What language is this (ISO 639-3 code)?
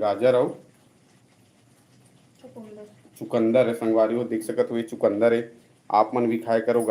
hne